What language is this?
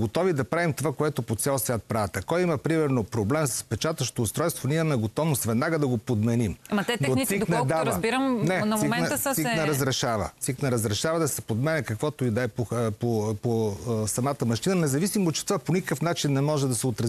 Bulgarian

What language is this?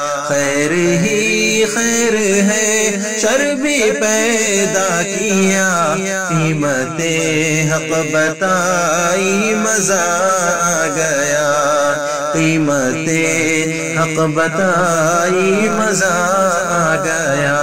Urdu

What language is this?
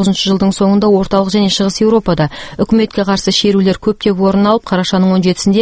Kazakh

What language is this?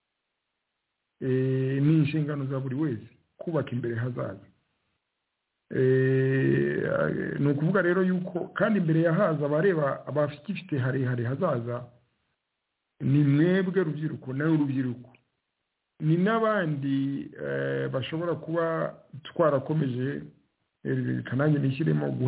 Kinyarwanda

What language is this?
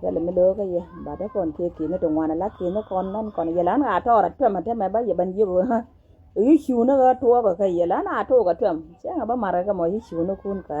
Nuer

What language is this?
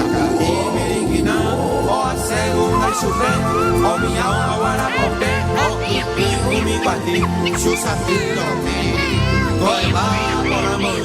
Guarani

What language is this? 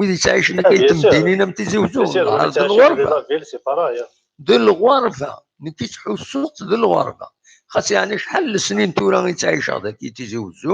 Kabyle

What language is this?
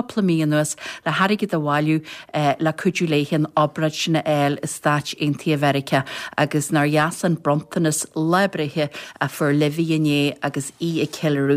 Irish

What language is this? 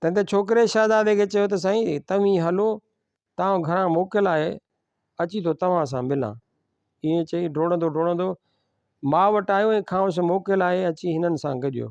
Sindhi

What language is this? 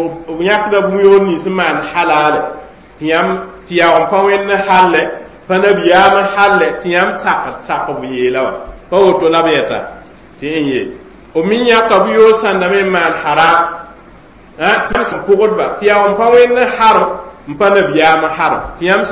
Mossi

